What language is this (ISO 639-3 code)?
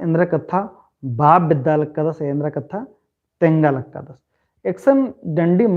kru